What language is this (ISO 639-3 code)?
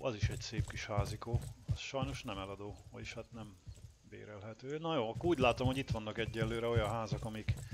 hun